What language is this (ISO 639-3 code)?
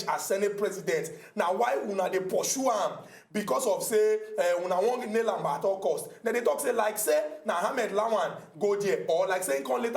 pcm